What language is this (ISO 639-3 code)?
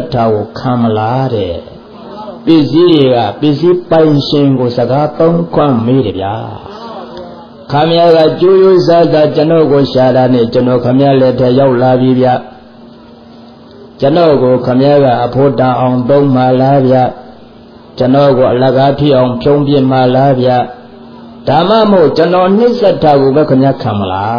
mya